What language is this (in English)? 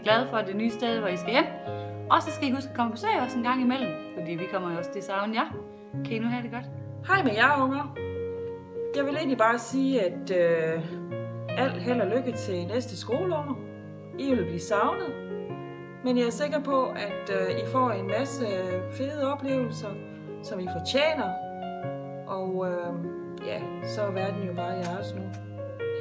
Danish